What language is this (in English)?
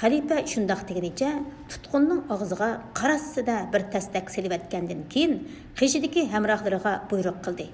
Uyghur